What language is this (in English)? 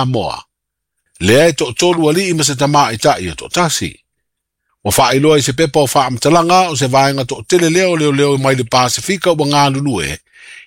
Samoan